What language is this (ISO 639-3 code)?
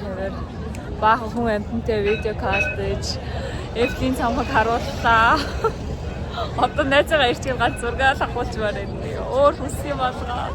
mon